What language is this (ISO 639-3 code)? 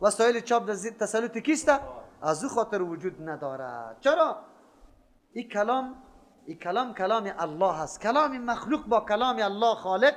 fas